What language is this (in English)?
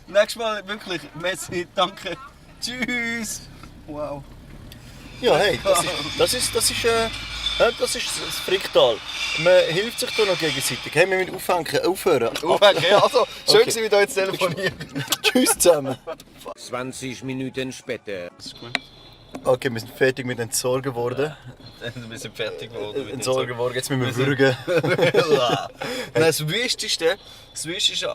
Swiss German